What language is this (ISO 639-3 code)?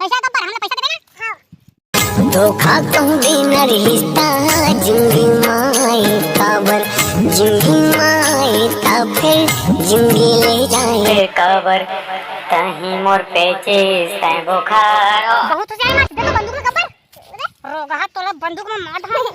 hne